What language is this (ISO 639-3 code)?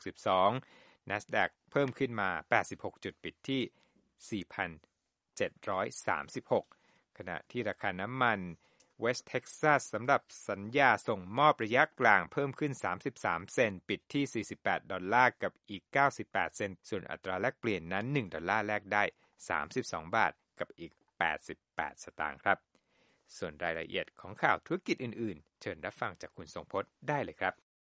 tha